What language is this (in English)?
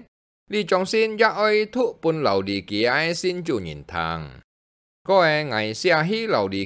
Hakka Chinese